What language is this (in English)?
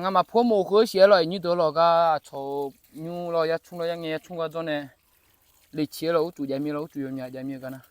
Akha